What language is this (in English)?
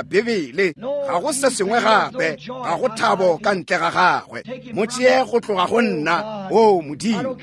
Northern Sotho